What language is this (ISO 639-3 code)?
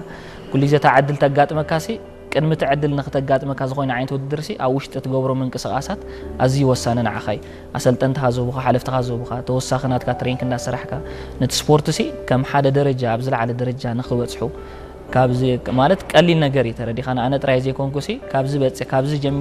tir